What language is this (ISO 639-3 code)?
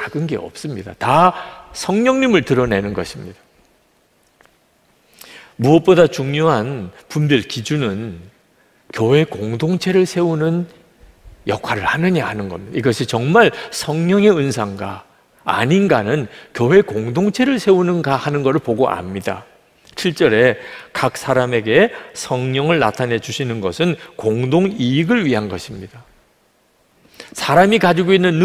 kor